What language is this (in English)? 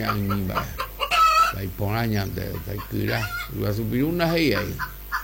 Guarani